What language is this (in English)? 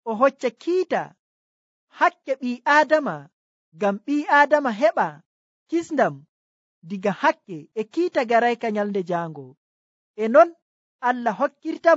Nigerian Fulfulde